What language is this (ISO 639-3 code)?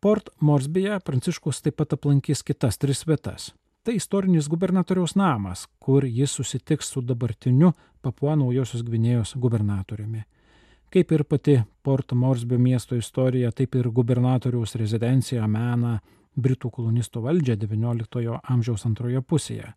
lit